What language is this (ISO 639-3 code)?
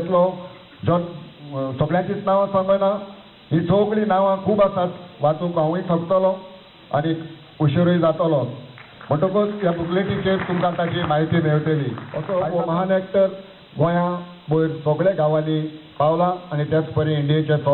kok